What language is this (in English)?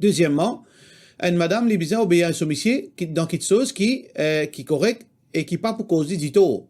Morisyen